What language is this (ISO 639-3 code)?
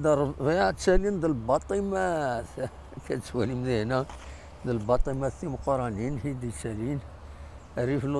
kab